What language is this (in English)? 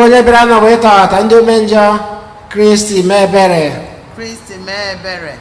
Igbo